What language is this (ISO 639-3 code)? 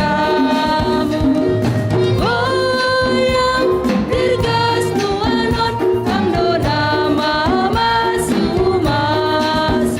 bts